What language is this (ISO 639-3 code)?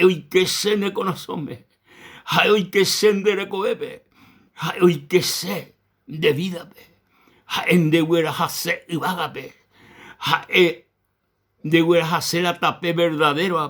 grn